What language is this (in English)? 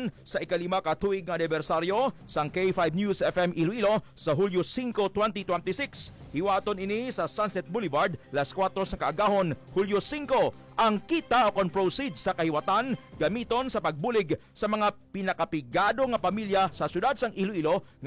Hiligaynon